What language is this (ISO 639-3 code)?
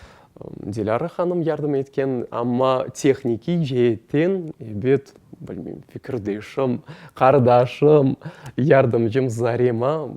crh